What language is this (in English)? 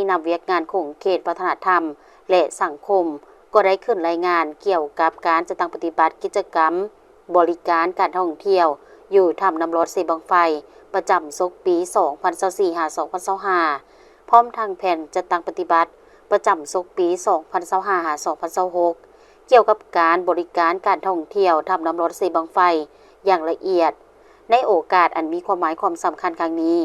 Lao